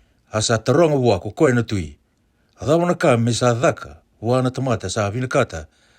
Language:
Fijian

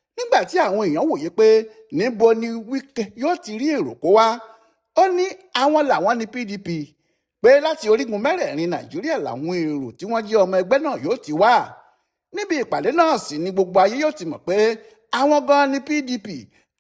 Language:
Yoruba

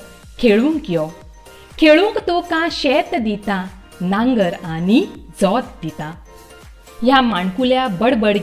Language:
Konkani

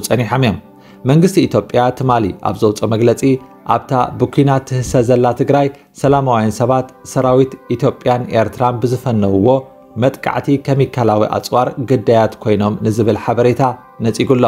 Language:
Tigrinya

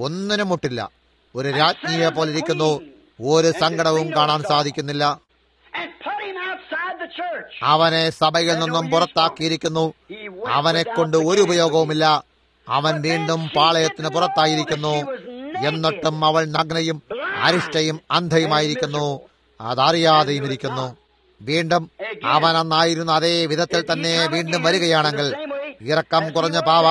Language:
Malayalam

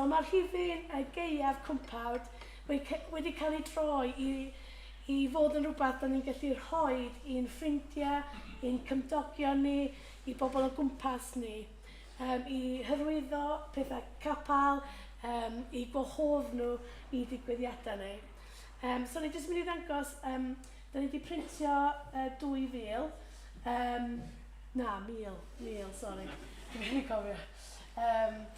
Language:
Welsh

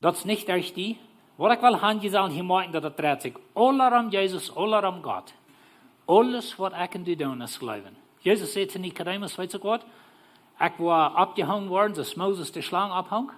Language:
Plautdietsch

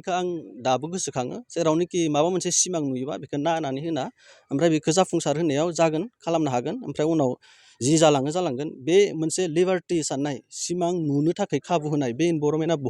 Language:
Bodo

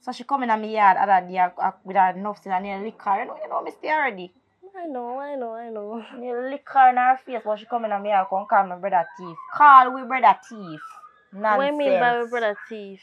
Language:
Jamaican Creole English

